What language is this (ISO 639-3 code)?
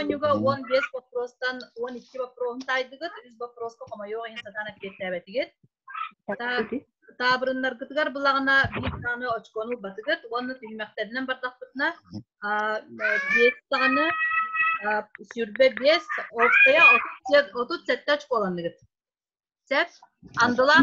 sah